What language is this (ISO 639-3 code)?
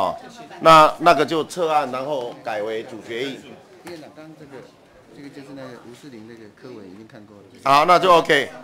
zho